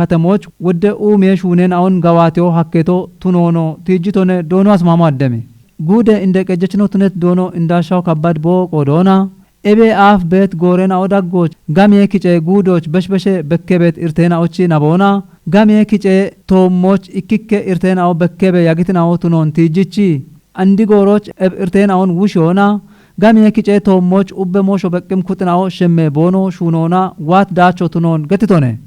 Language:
Kafa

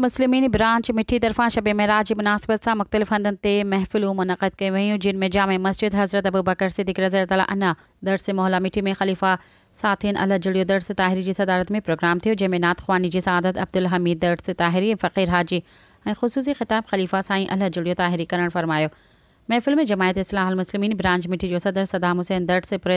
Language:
Sindhi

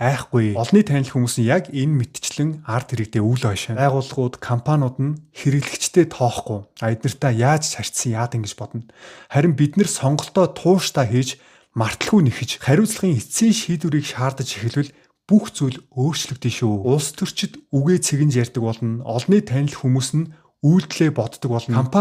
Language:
Mongolian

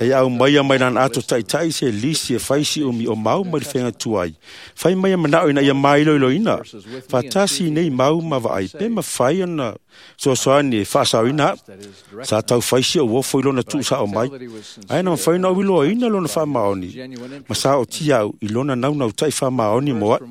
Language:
Samoan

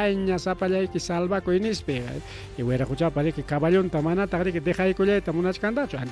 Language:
Ayacucho Quechua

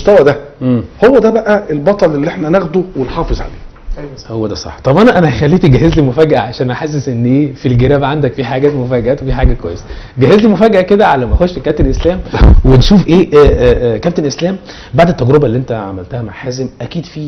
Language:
Egyptian Arabic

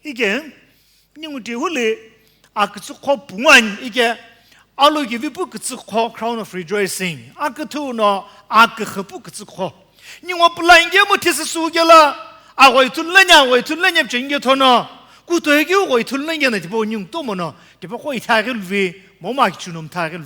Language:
Sumi Naga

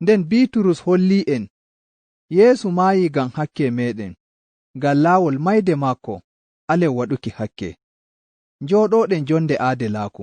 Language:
Nigerian Fulfulde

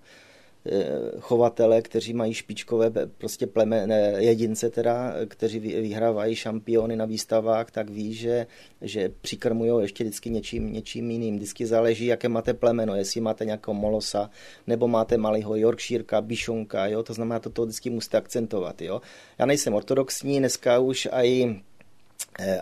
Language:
Czech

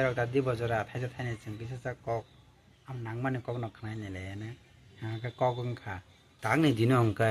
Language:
Kok Borok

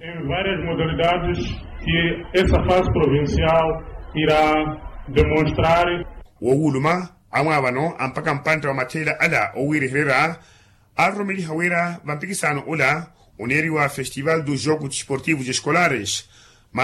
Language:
Makhuwa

